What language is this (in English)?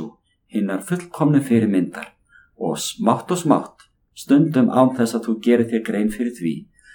Icelandic